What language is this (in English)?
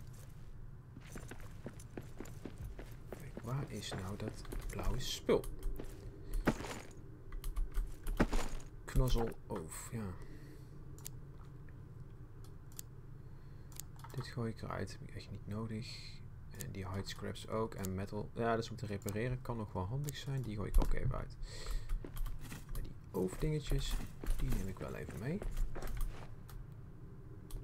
Dutch